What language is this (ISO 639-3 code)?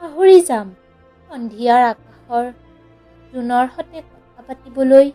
asm